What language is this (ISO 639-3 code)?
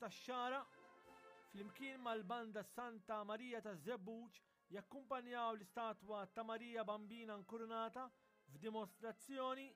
mlt